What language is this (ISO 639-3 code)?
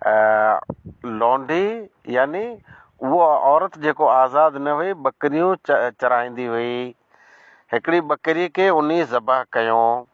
snd